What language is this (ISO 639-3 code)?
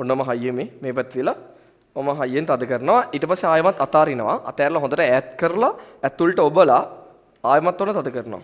sin